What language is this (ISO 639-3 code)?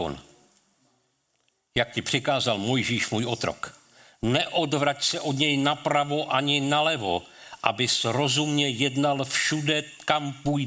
ces